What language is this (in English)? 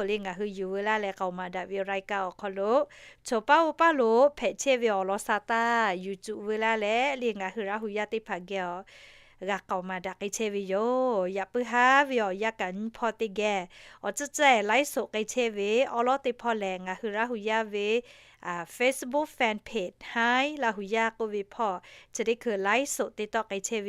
Lahu